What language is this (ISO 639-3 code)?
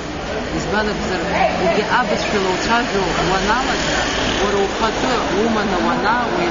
abk